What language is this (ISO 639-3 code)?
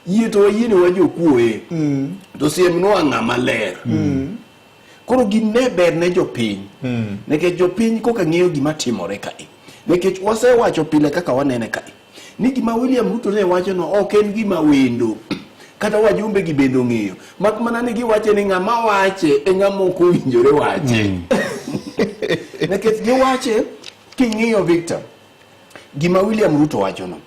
luo